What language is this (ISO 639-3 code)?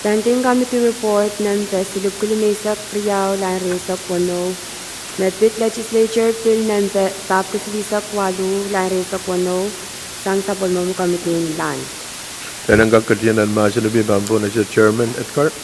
pon